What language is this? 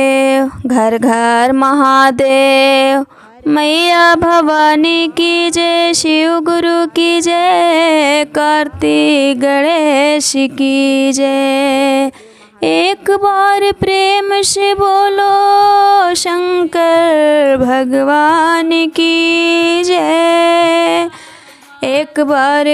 Bhojpuri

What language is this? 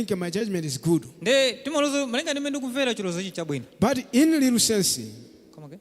Nyanja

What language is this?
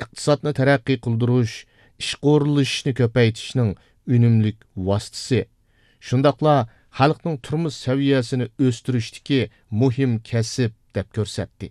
Uyghur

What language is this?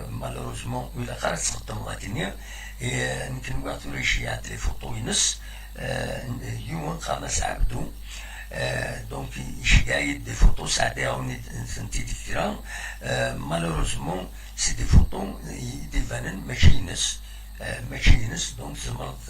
Kabyle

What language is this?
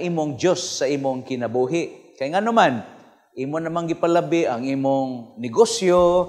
Cebuano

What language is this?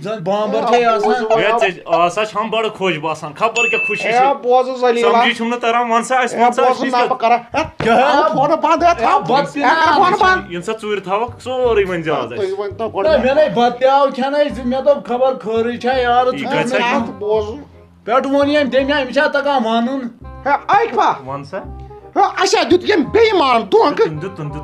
Kashmiri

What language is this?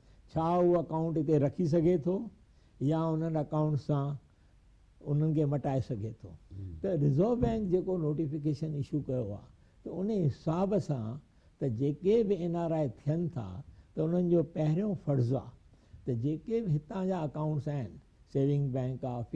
Sindhi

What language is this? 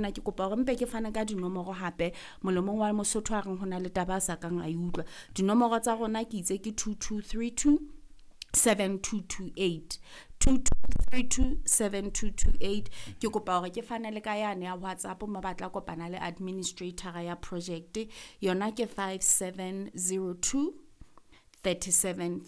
Southern Sotho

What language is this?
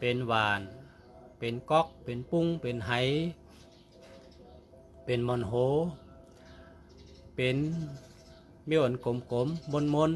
Shan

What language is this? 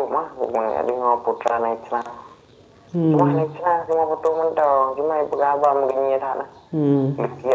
Achinese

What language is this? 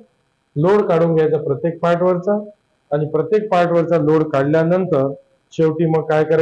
Marathi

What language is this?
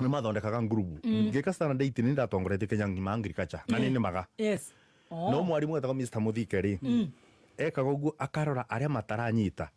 Kikuyu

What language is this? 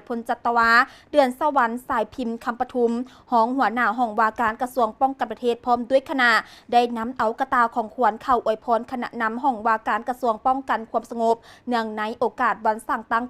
Lao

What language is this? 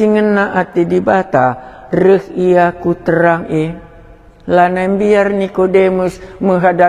Batak Karo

